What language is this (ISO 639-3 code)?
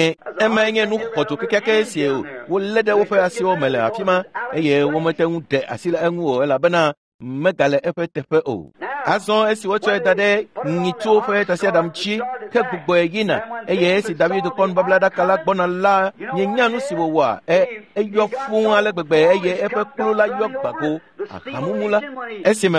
ewe